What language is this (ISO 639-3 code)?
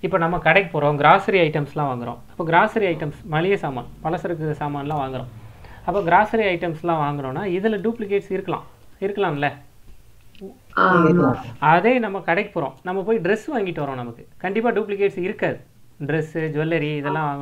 tam